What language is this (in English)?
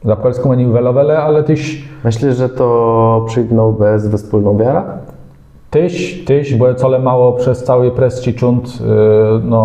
Kashubian